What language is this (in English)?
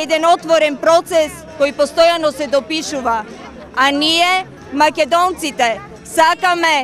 Macedonian